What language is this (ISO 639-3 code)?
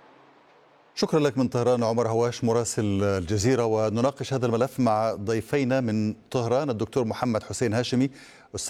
ara